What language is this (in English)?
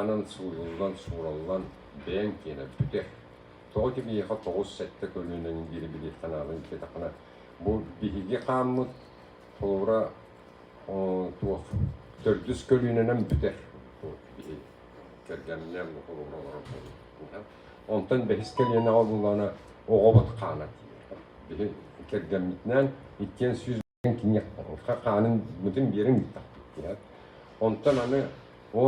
Yakut